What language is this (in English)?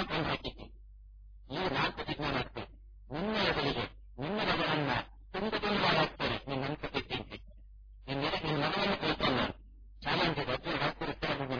Kannada